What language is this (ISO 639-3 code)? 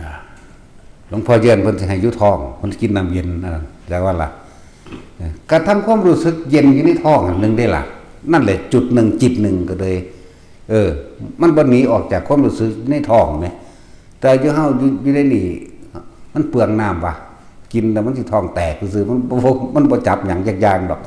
tts